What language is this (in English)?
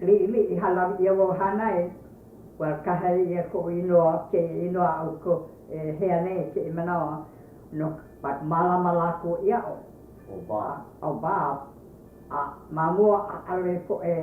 Hawaiian